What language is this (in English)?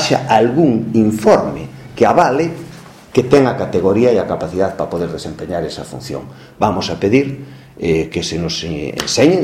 Galician